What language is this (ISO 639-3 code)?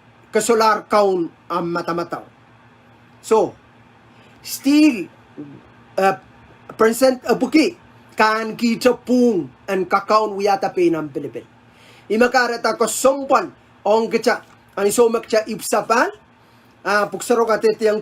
pon